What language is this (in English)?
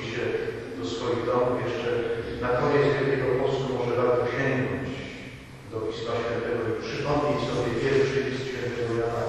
Polish